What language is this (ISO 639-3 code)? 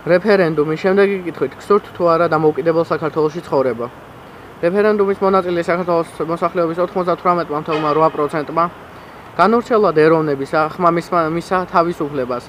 kat